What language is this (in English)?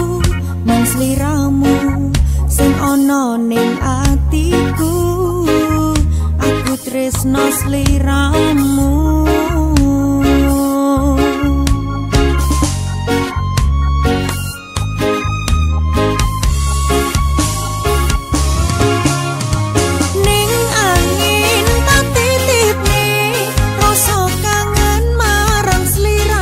Javanese